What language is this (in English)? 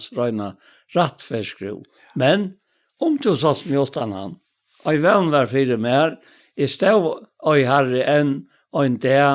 Faroese